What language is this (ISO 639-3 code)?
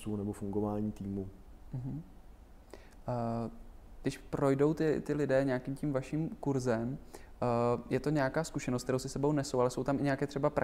ces